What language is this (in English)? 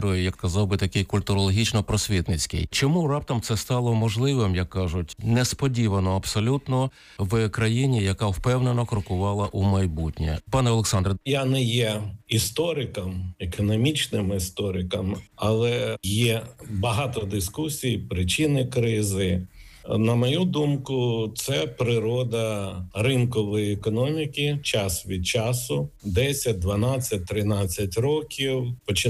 Ukrainian